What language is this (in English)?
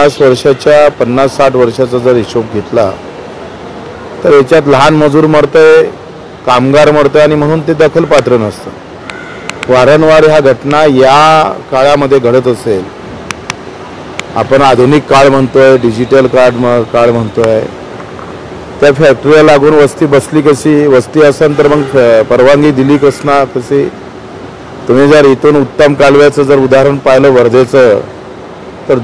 Marathi